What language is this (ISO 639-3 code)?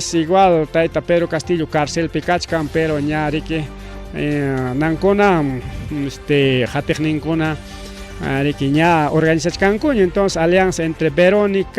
quy